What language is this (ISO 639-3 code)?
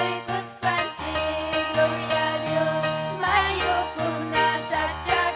quy